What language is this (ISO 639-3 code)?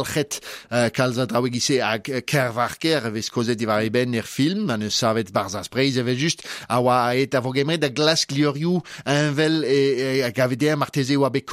bre